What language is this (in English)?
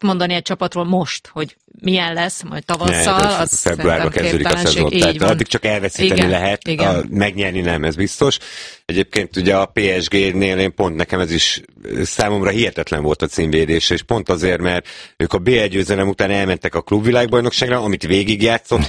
Hungarian